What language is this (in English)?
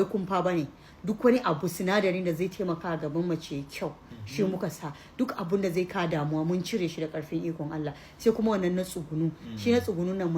Hausa